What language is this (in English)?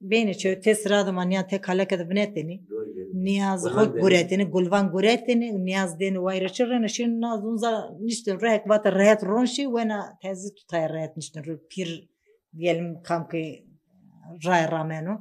Zaza